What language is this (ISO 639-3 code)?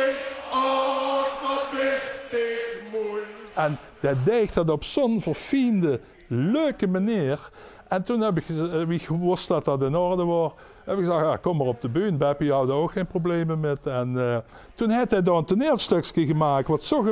lim